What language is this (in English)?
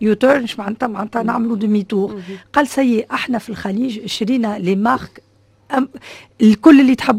Tunisian Arabic